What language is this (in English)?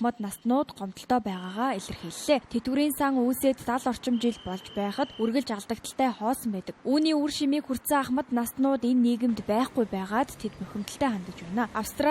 Mongolian